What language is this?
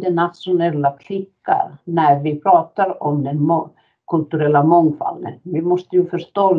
Swedish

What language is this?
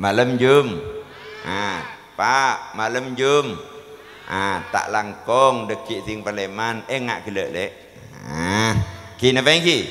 Madurese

